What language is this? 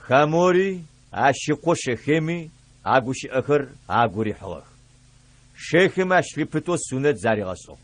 Adyghe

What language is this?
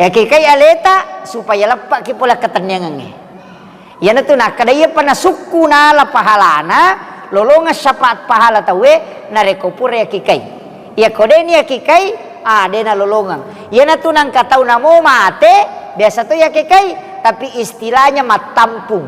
Buginese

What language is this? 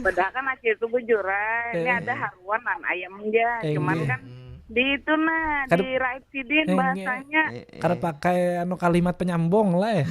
Banjar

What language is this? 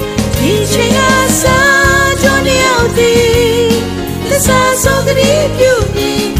Burmese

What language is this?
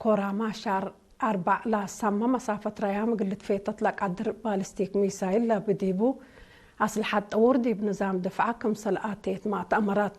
Tigre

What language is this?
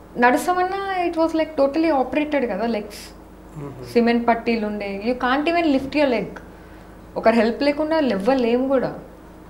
Telugu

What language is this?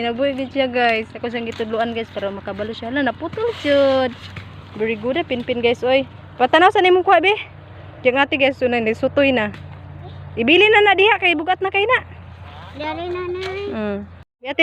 Cebuano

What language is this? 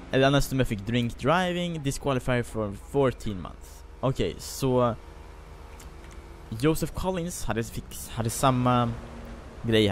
Swedish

